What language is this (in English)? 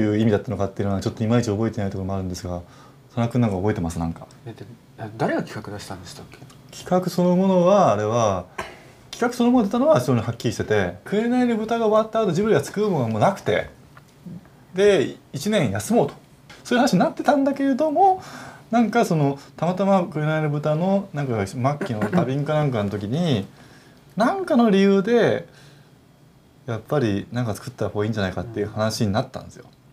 Japanese